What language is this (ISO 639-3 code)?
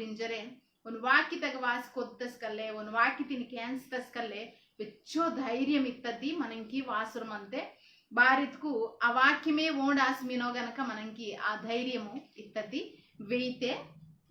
kff